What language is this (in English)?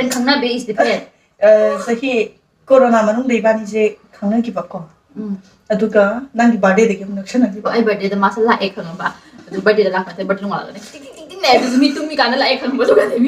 Manipuri